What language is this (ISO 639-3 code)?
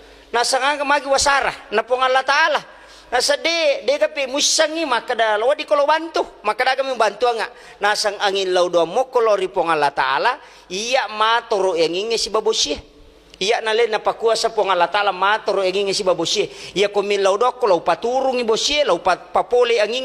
bug